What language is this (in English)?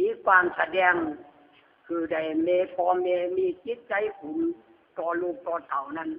Lü